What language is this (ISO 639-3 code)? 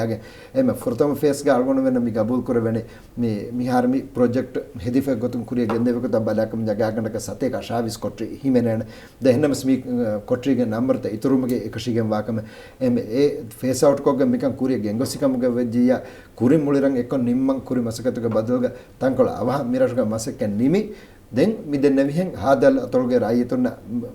div